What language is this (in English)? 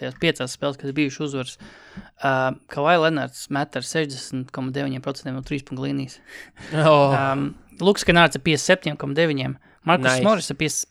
Latvian